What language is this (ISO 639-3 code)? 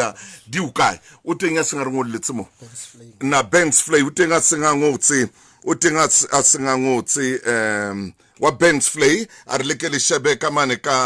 sot